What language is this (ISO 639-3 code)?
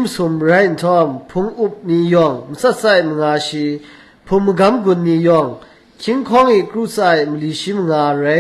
kac